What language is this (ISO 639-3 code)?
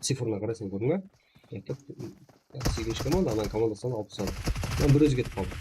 kaa